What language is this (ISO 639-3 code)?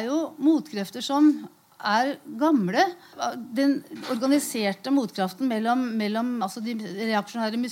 nor